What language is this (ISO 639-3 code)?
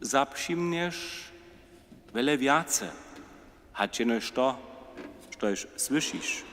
hsb